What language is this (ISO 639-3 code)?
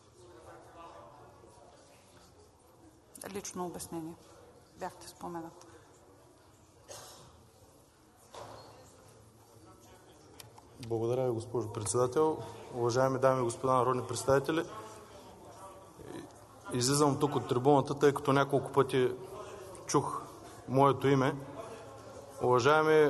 bul